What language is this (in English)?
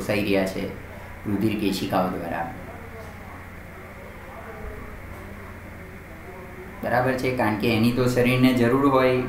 Gujarati